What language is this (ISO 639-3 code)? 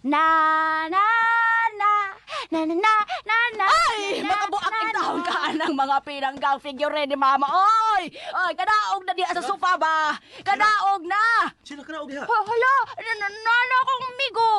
ceb